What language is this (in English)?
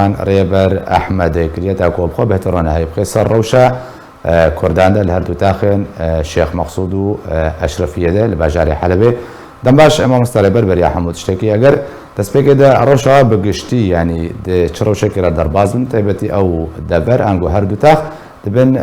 Kurdish